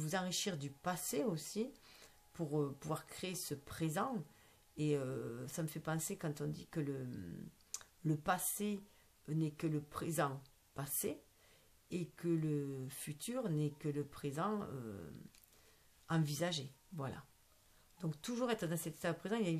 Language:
French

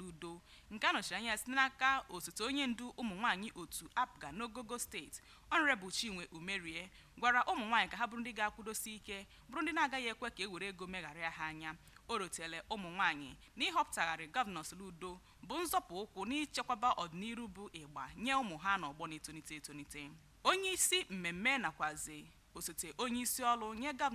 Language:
Igbo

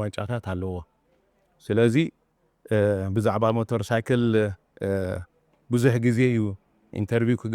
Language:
Tigrinya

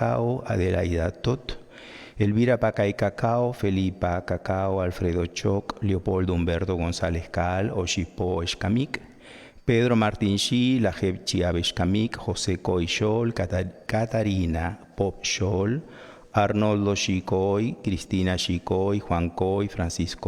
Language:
Kekchí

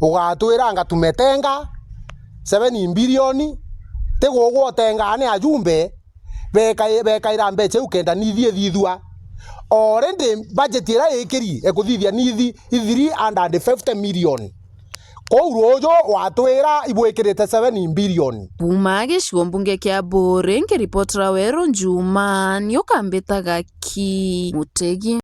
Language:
Meru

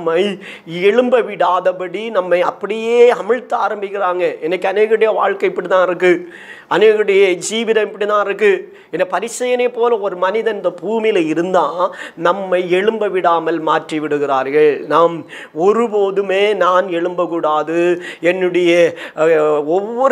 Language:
Tamil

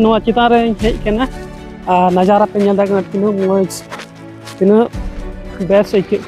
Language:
Santali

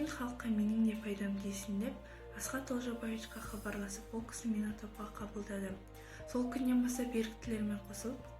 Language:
Kazakh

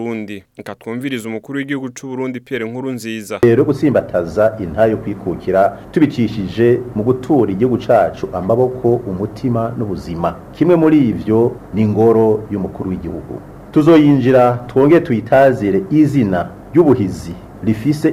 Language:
Rundi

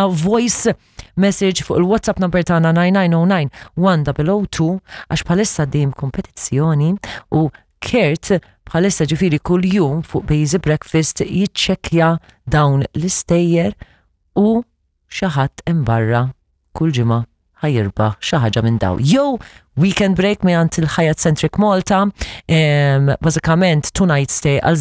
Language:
Maltese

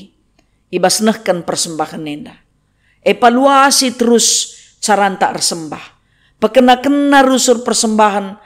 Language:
Batak Karo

